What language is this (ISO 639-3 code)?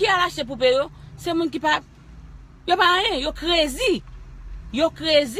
hat